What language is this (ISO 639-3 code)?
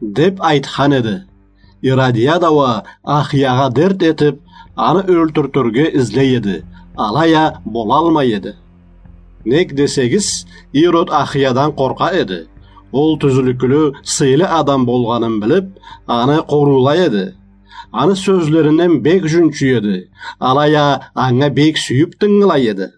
krc